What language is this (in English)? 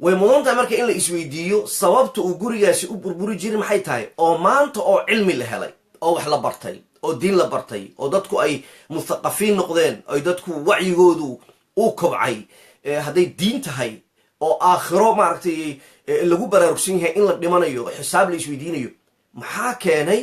Somali